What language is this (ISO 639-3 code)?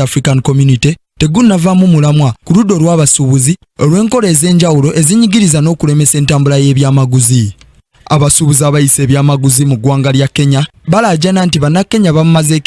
lug